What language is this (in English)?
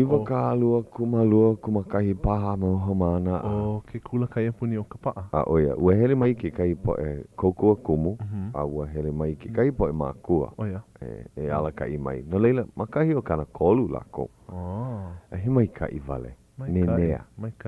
Hawaiian